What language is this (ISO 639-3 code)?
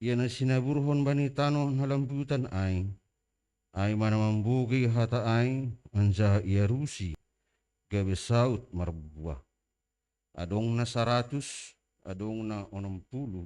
bts